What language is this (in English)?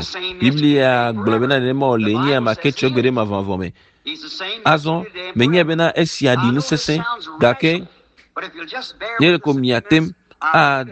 Ewe